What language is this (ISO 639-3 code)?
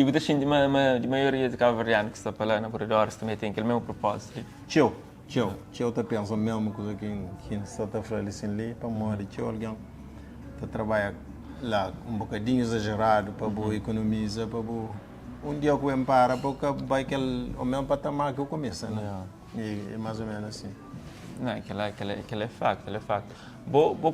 kea